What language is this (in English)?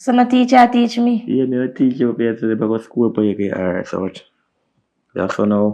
Jamaican Creole English